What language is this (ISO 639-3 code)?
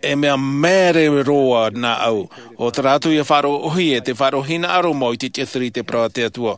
tah